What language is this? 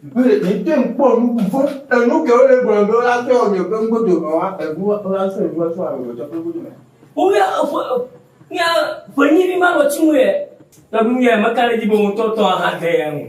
Ewe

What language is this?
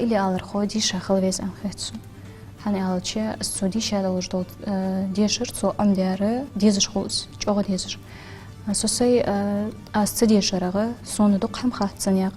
Ingush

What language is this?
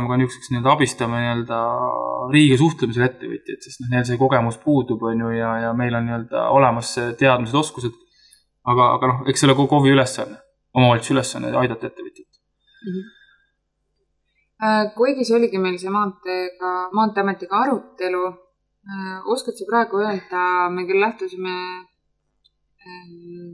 Estonian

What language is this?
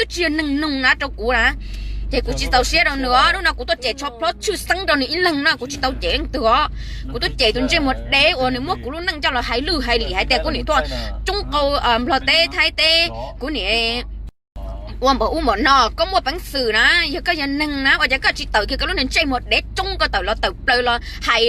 Hmong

